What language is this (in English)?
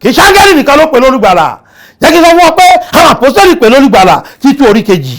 Yoruba